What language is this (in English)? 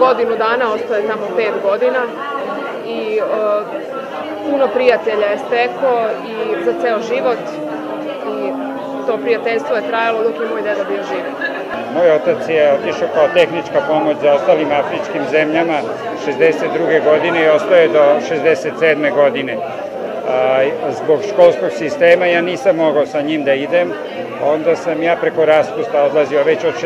Serbian